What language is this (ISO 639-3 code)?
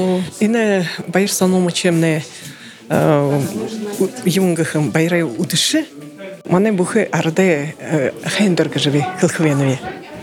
bua